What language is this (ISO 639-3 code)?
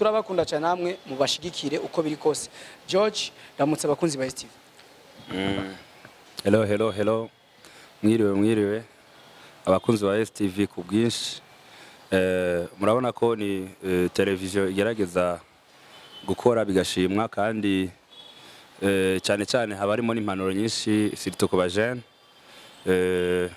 run